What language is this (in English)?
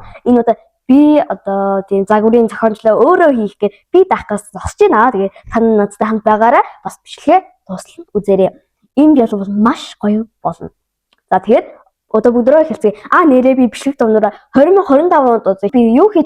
Mongolian